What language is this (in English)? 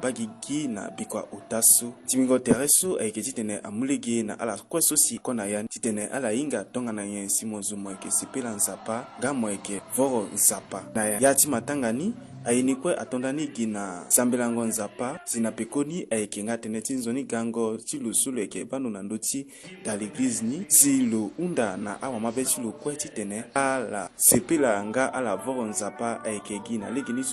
Sango